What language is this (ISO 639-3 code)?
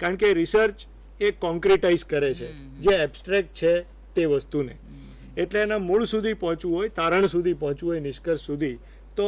guj